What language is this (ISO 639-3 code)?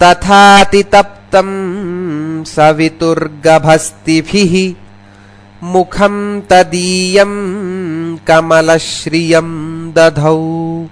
san